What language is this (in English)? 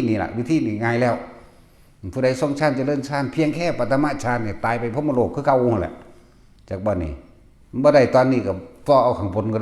Northeastern Thai